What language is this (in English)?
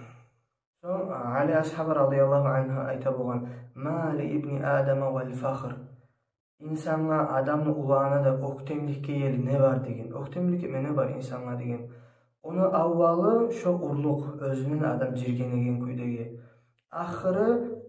Kumyk